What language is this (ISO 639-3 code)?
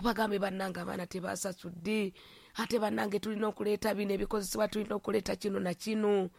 lug